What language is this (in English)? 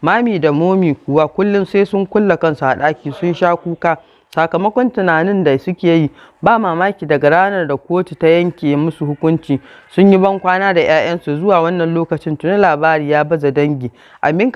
Hausa